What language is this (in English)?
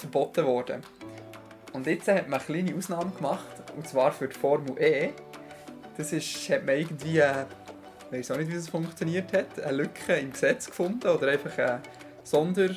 Swiss German